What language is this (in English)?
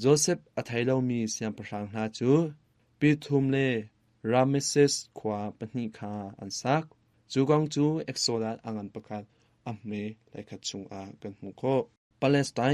Hakha Chin